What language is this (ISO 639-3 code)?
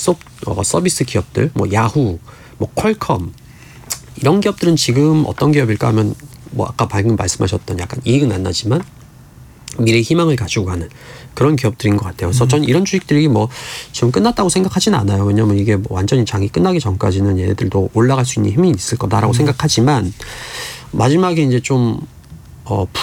kor